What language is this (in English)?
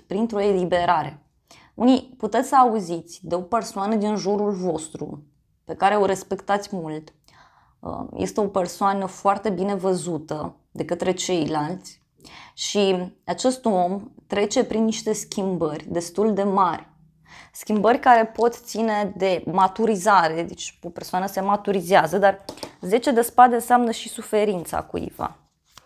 Romanian